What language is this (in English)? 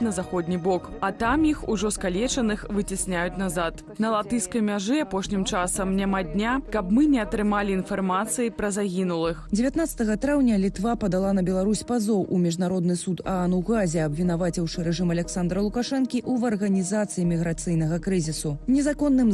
Belarusian